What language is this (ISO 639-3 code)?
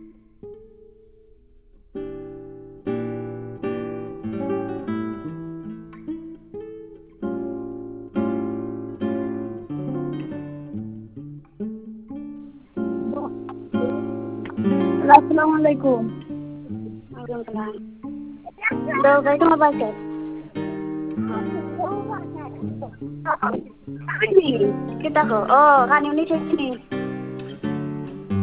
ben